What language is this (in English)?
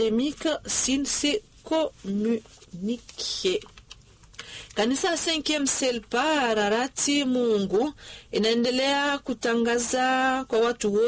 Swahili